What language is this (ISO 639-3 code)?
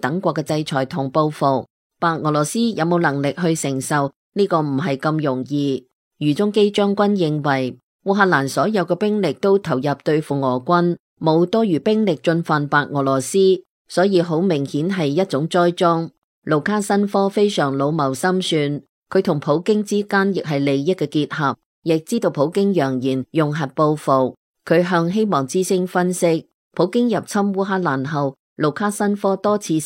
yue